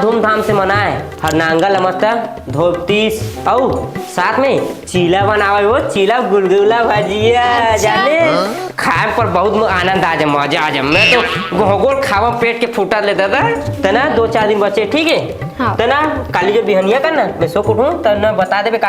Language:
Chhattisgarhi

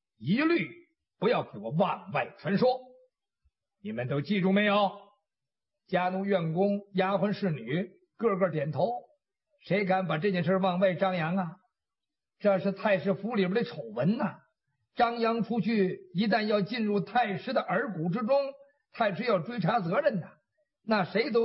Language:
Chinese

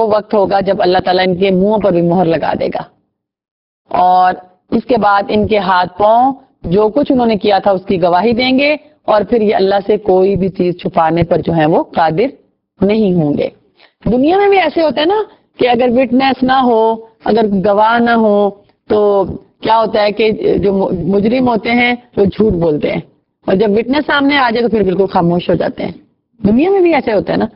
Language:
Urdu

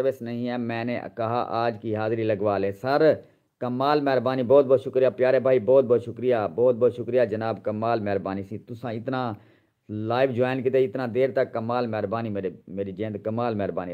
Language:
Saraiki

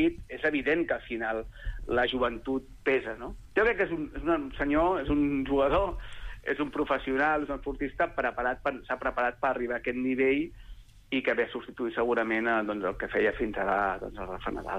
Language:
Catalan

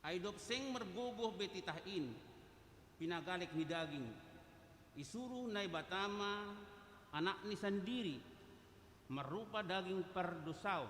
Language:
Batak Simalungun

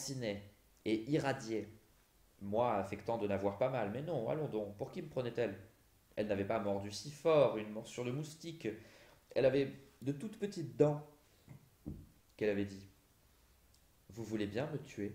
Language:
French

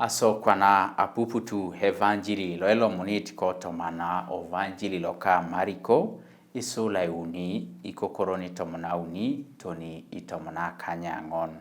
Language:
Teso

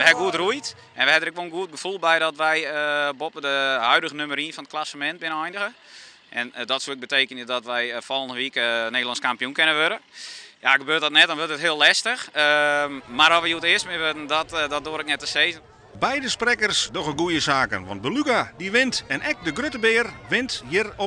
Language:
Western Frisian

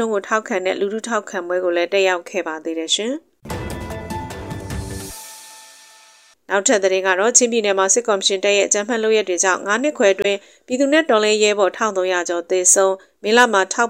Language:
Burmese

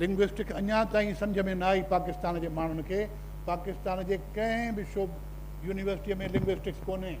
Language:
Sindhi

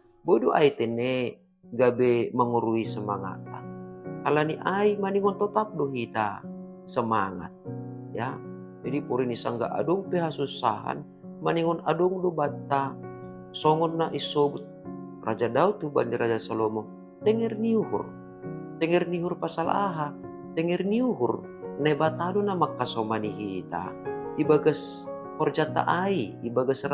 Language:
Batak Simalungun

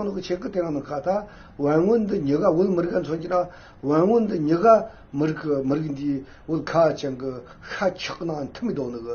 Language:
Tibetan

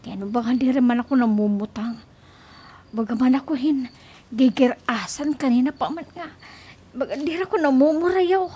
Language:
Waray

